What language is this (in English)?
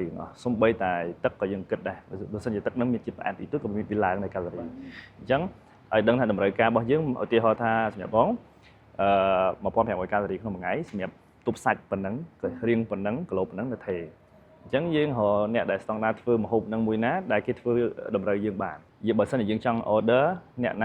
Khmer